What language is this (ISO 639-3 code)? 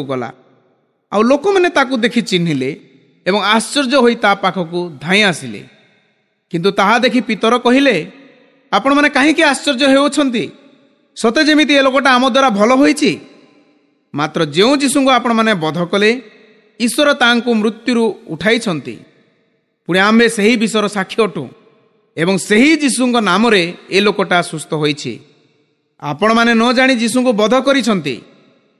ori